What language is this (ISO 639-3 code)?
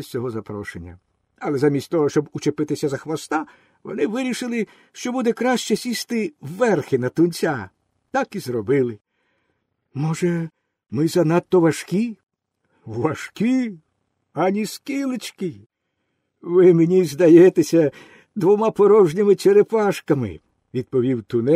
ukr